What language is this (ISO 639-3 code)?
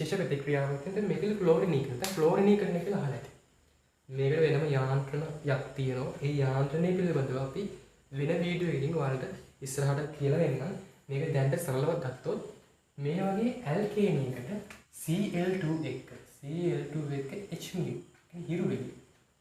sin